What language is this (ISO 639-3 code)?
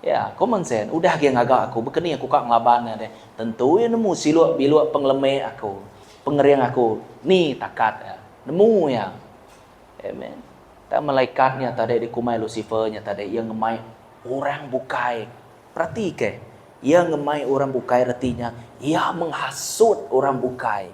iba